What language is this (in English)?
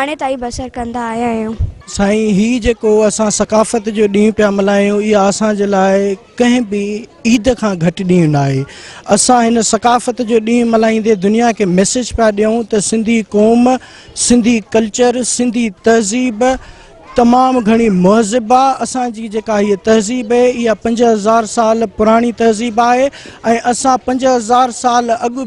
Sindhi